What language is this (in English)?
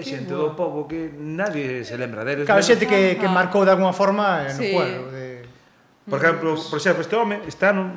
Galician